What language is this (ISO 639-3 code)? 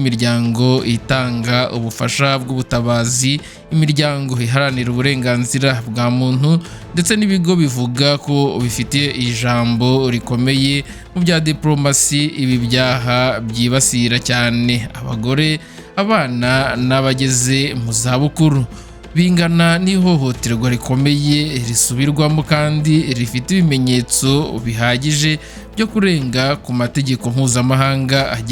kin